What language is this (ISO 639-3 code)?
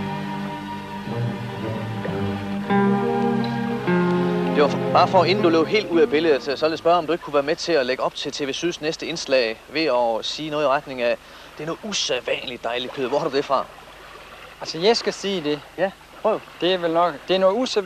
dan